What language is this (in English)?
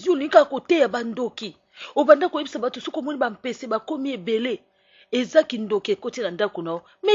Lingala